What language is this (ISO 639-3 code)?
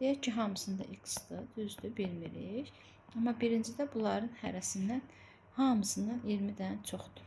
aze